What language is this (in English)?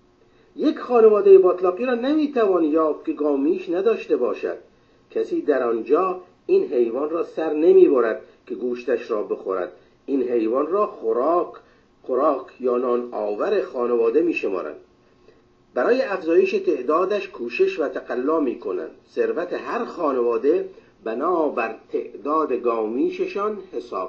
Persian